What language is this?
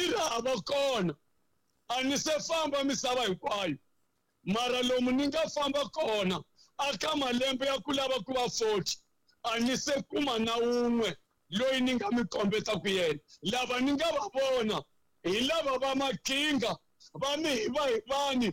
Tsonga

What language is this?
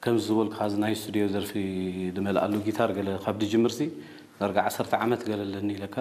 Tigrinya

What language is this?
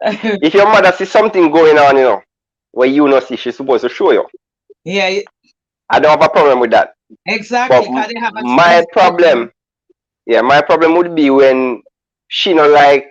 Jamaican Creole English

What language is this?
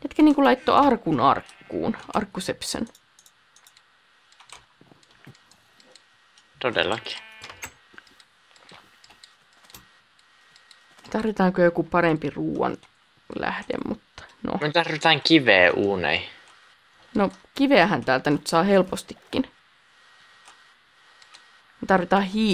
Finnish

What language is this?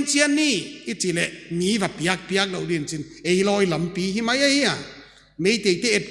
Paite Chin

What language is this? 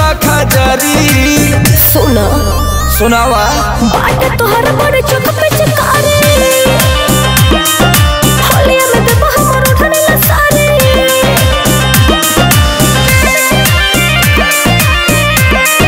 Bhojpuri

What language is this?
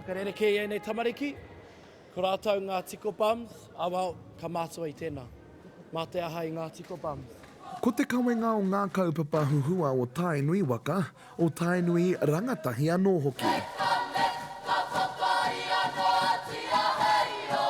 Māori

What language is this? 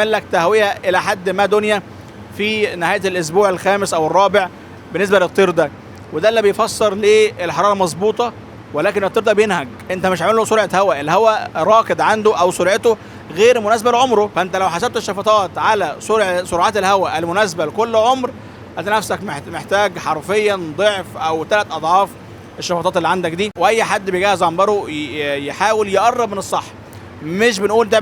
Egyptian Arabic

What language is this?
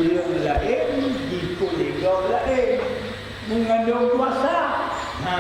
Achinese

